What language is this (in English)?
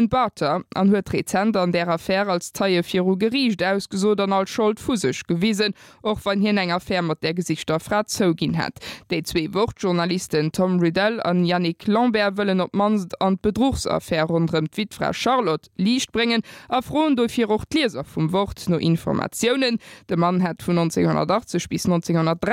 Luxembourgish